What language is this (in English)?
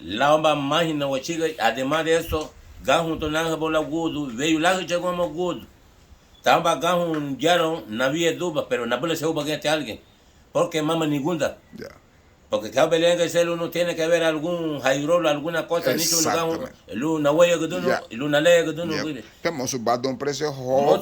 Garifuna